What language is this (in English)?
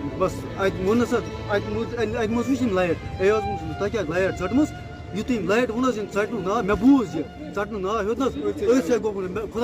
Kashmiri